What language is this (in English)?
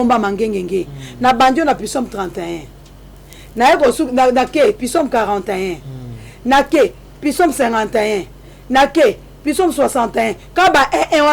Lingala